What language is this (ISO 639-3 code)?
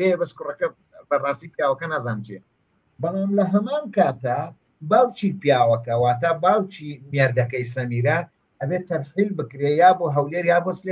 ckb